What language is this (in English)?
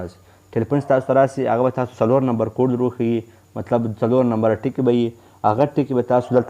Pashto